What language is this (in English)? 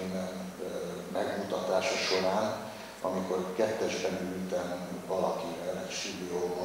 Hungarian